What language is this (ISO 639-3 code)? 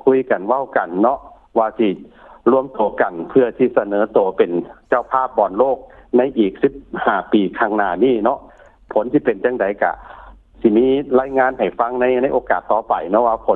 lao